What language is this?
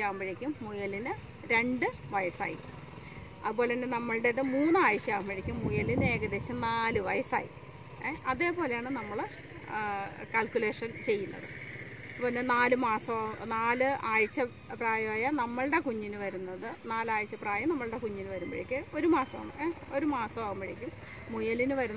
Malayalam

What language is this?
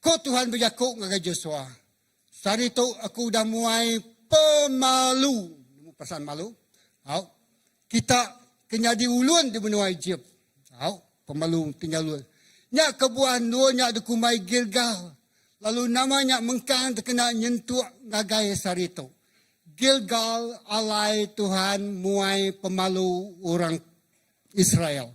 Iban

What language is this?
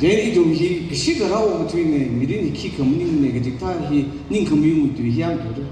Tangkhul Naga (India)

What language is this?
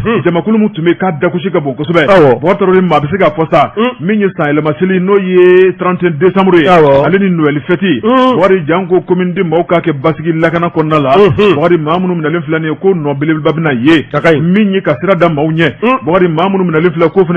Bambara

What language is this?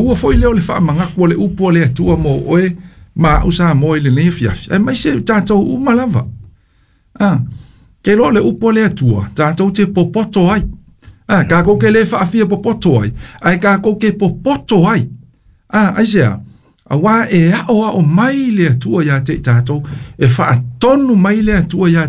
Samoan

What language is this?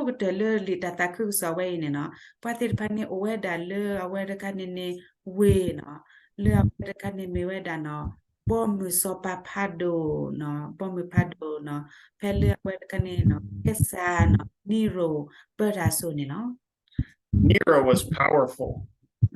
S'gaw Karen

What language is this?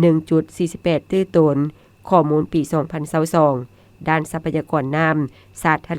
Lao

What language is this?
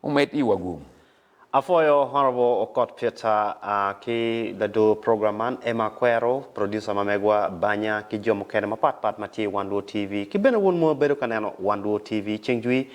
Acoli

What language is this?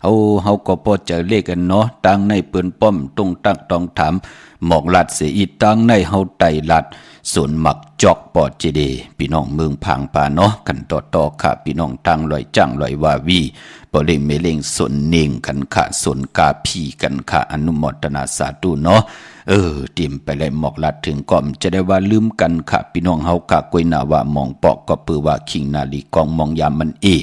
Shan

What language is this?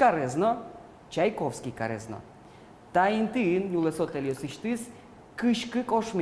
Udmurt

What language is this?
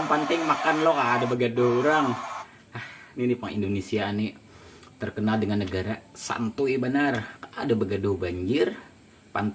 Banjar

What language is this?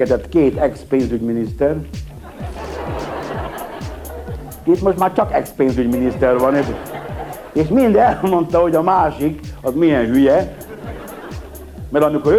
Hungarian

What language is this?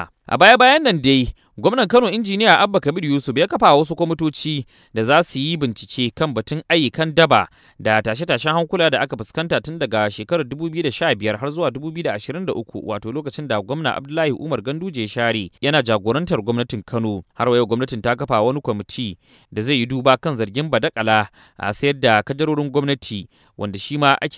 Hausa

